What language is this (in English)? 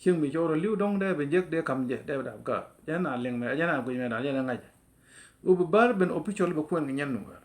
Nuer